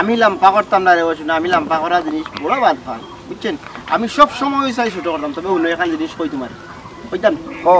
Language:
Sylheti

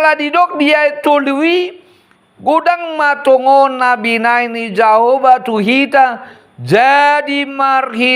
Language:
Batak Toba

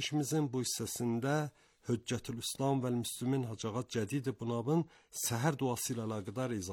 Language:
Azerbaijani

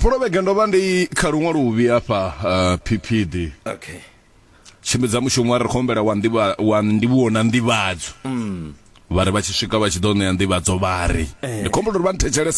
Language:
Venda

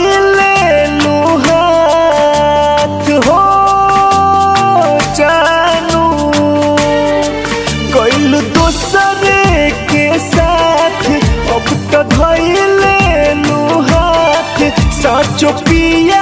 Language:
Bhojpuri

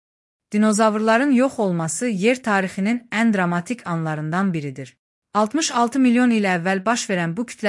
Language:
Azerbaijani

